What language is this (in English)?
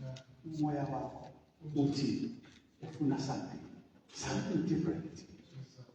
Zulu